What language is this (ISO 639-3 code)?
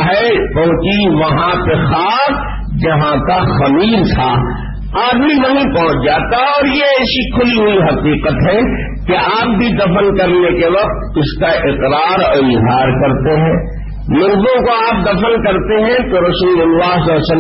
urd